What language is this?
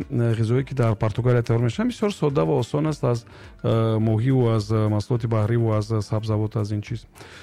Tajik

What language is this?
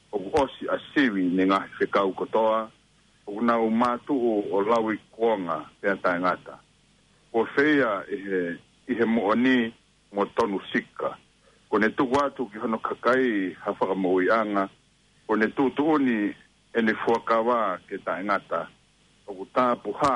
Tongan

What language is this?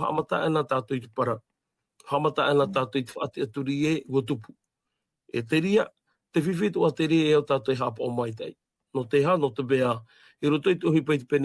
Tahitian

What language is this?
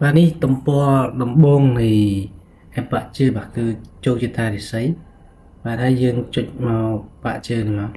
Khmer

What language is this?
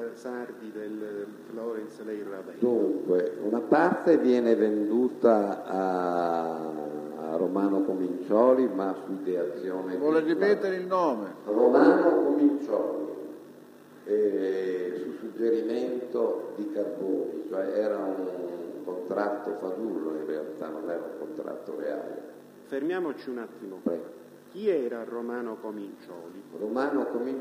Italian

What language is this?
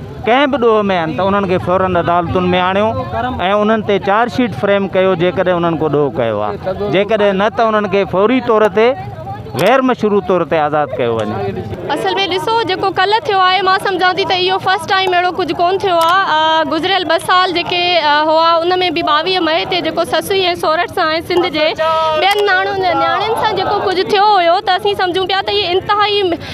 Sindhi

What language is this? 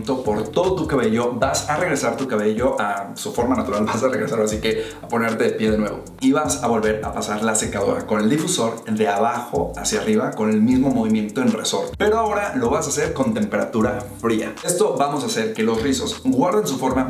Spanish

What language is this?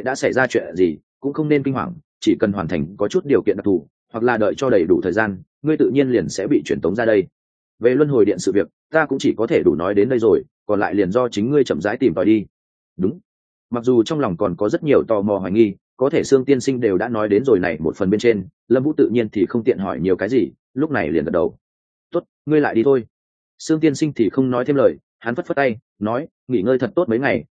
Vietnamese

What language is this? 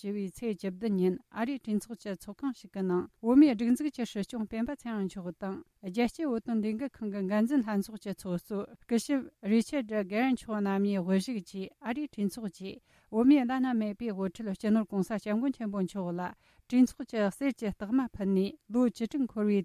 Tibetan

